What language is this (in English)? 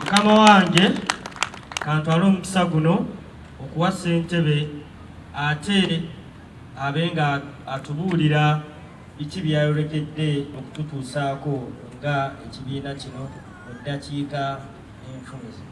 Ganda